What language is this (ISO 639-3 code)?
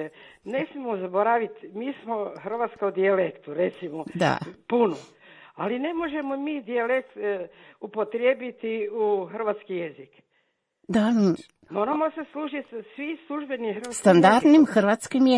hrv